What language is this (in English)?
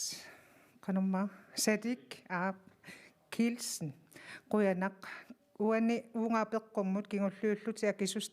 Kalaallisut